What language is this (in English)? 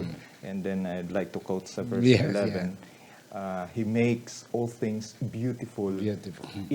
Hiligaynon